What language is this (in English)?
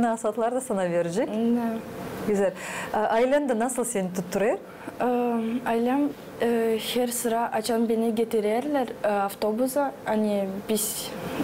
Gagauz